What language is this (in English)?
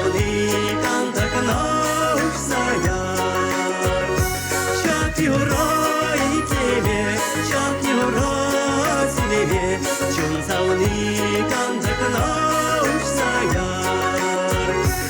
Chuvash